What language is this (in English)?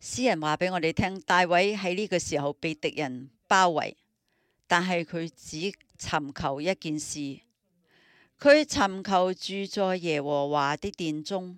Cantonese